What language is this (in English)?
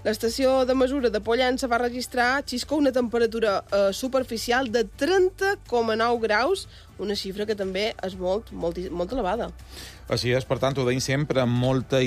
Catalan